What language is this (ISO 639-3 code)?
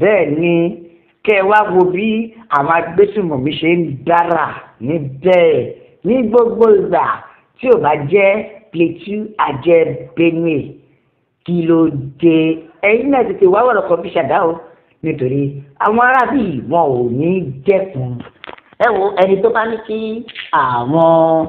yor